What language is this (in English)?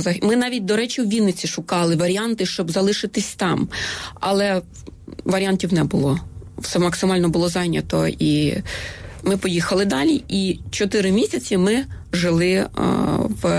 Ukrainian